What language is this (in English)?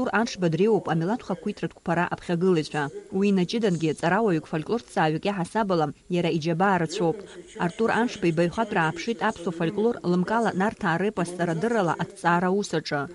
Abkhazian